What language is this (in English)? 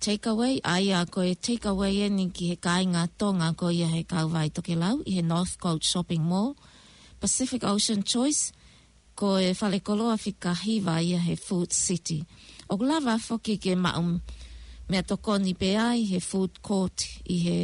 Tongan